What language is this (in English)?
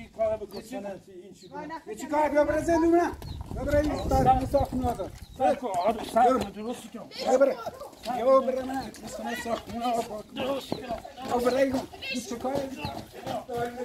Persian